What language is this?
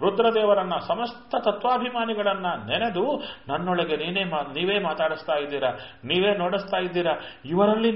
Kannada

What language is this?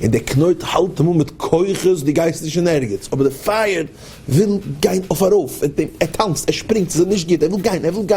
Yiddish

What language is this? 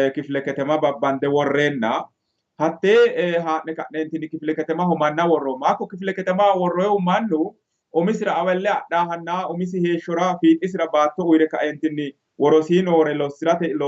Sidamo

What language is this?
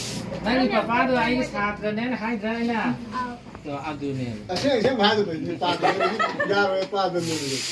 Manipuri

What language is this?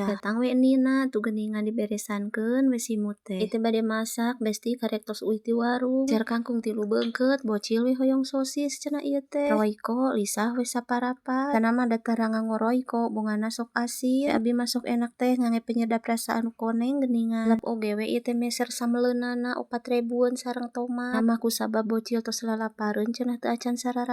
Sundanese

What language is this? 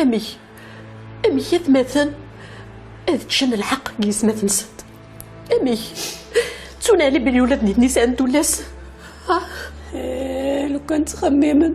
Kabyle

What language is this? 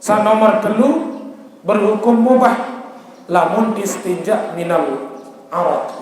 Sasak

